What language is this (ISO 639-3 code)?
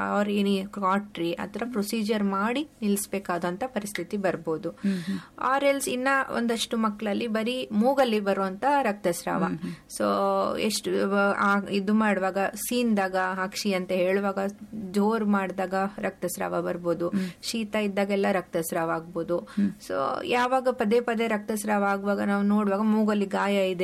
kan